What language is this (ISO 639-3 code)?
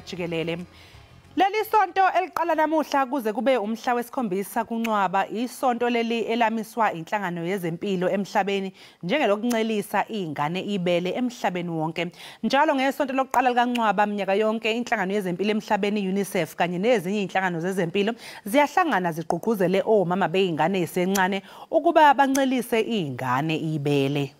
zul